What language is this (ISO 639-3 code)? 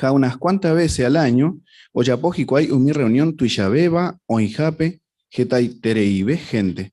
grn